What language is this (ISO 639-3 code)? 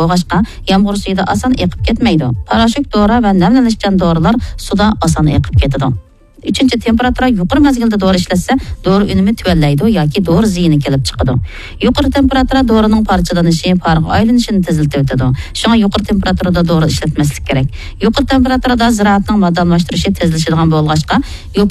uig